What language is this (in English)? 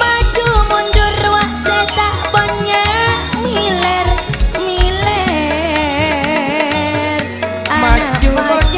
Madurese